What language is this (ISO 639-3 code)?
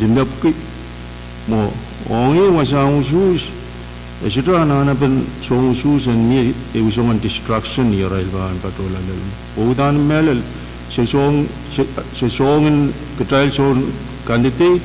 pon